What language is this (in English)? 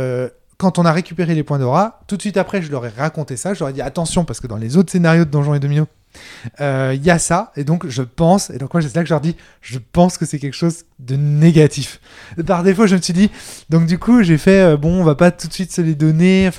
French